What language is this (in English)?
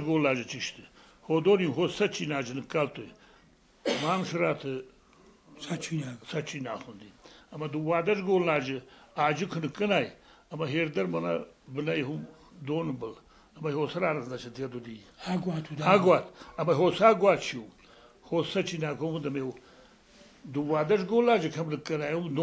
Ossetic